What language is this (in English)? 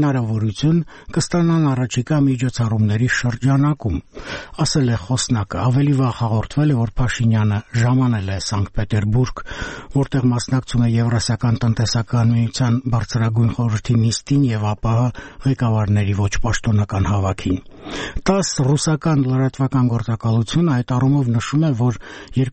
Armenian